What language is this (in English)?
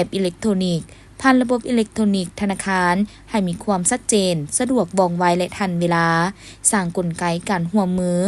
Lao